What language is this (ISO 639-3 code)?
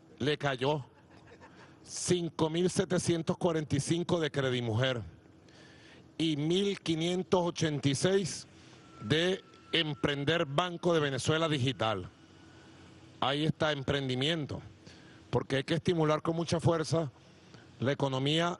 spa